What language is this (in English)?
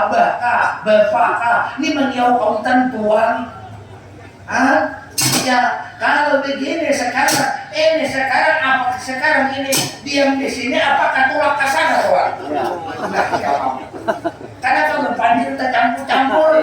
Banjar